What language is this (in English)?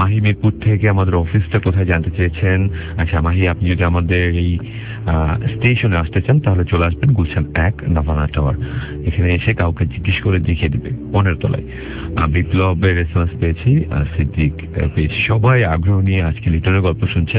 Bangla